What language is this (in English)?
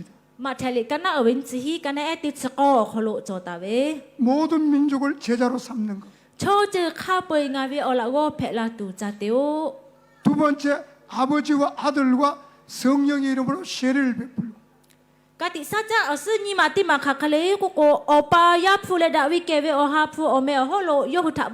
Lahu